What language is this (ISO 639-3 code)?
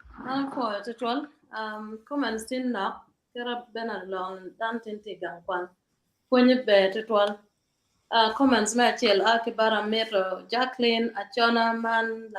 ach